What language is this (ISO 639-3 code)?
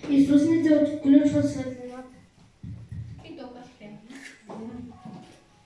bul